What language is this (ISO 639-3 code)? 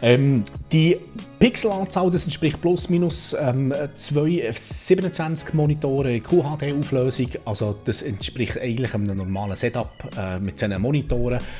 gsw